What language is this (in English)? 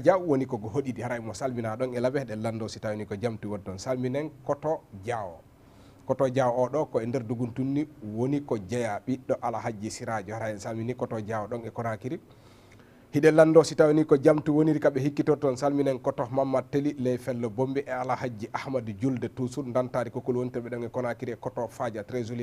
Fula